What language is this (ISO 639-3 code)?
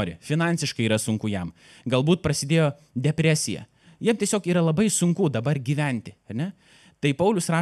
lit